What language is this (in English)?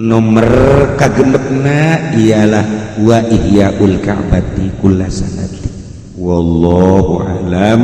Sundanese